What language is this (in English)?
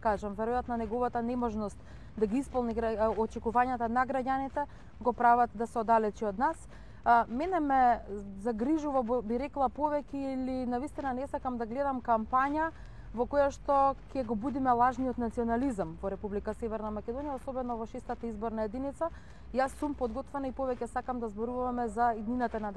Macedonian